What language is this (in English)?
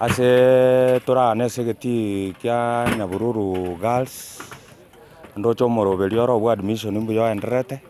Gusii